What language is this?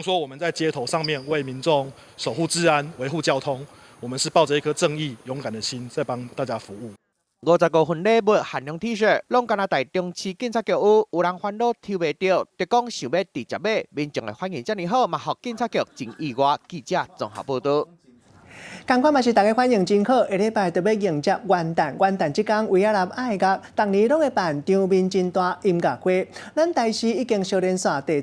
Min Nan Chinese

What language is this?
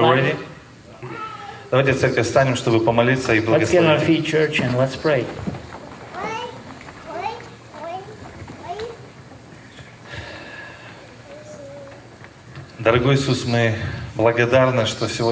Russian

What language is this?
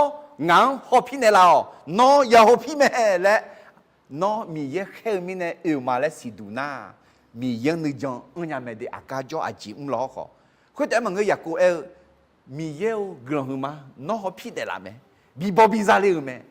Akha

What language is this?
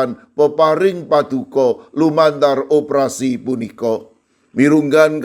Javanese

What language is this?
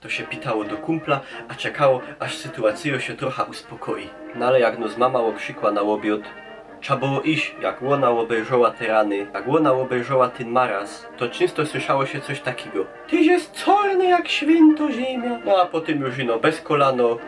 Silesian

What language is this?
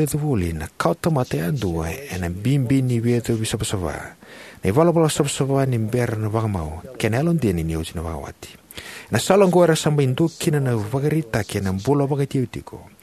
Fijian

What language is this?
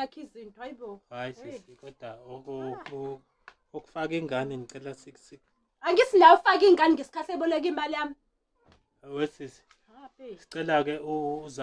Zulu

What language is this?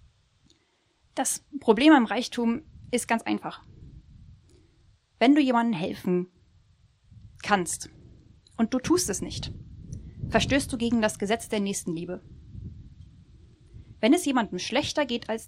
German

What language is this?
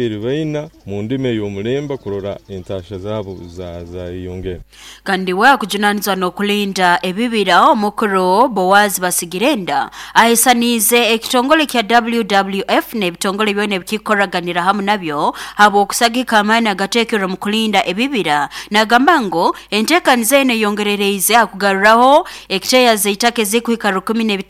Nyoro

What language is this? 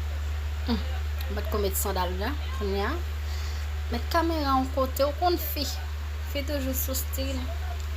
Haitian Creole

